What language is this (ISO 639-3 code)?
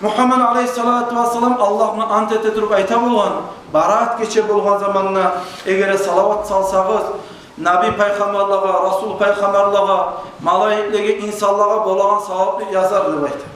kum